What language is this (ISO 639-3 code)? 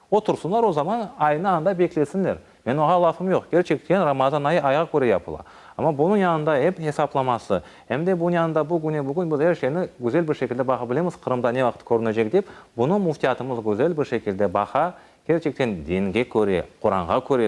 crh